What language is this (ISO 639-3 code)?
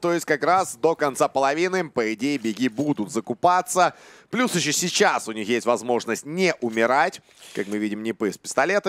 rus